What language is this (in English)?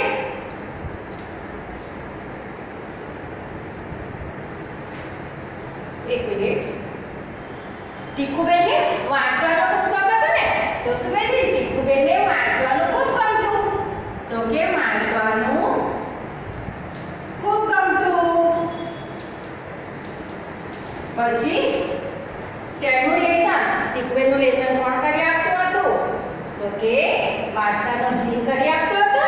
Gujarati